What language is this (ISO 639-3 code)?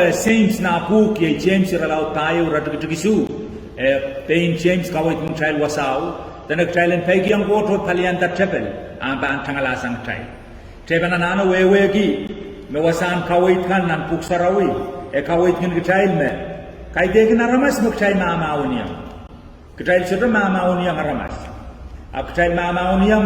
pon